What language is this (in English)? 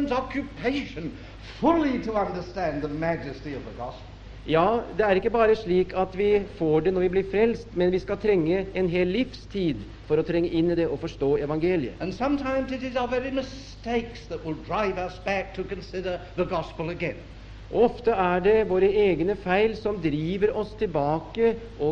Norwegian